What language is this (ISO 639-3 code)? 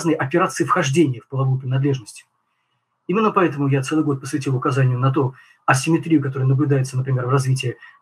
rus